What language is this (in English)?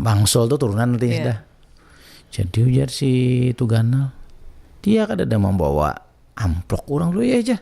Banjar